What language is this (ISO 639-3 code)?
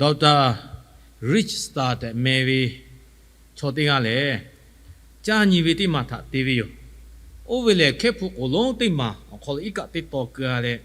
lhu